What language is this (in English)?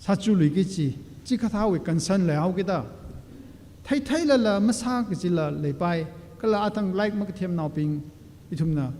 Tangkhul Naga (India)